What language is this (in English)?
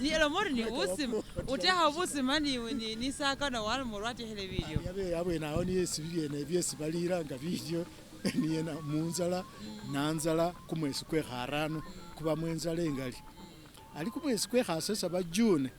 Masaaba